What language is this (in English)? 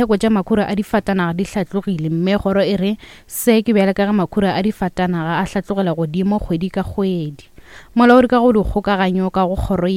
Northern Sotho